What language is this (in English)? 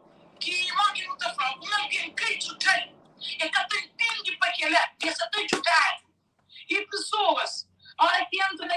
Kabuverdianu